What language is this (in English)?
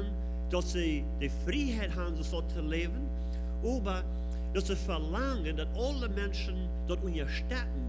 Plautdietsch